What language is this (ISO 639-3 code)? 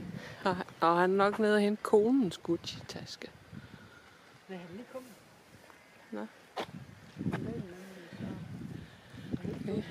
dan